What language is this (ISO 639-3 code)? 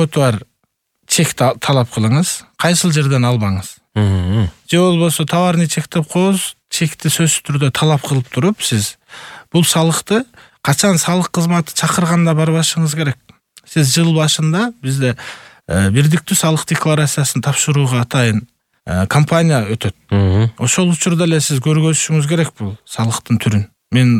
kir